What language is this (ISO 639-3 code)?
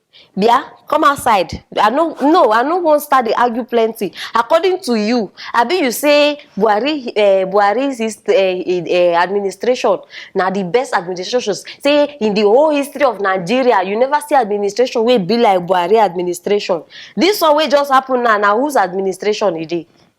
pcm